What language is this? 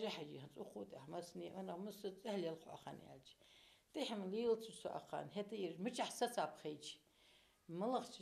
Ingush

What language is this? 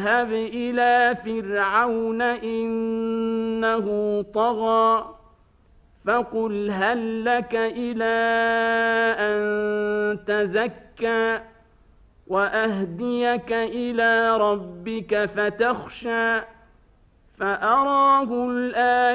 Arabic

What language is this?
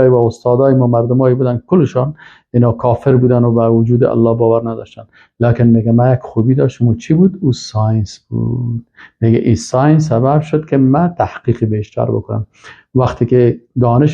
Persian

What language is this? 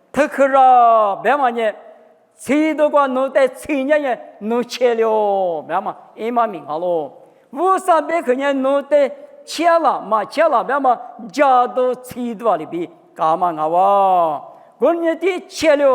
Lisu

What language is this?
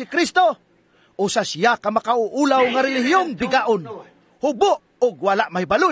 Cebuano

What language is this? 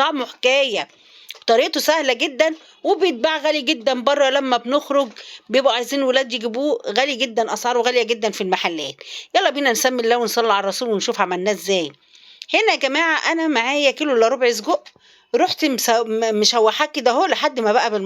Egyptian Arabic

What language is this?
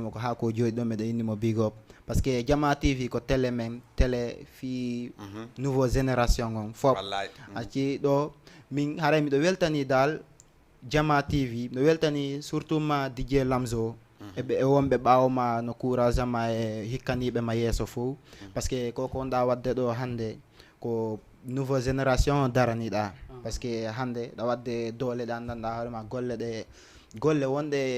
Fula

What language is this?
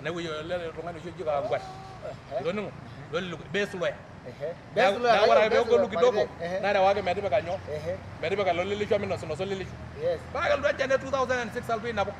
Masai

